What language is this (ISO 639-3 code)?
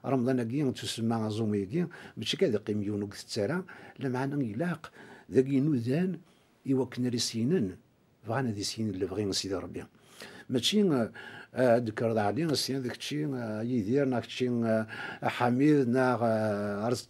kab